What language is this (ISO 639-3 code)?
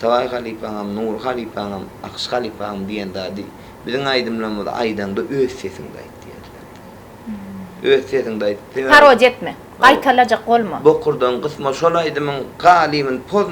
tuk